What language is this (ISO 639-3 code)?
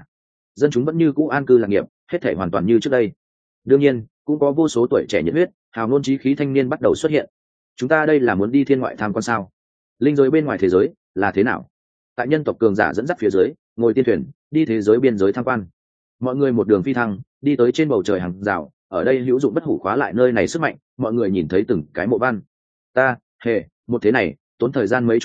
vie